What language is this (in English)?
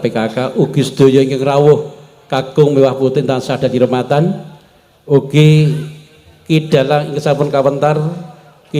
Javanese